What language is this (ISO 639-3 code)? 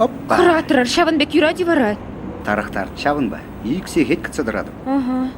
chv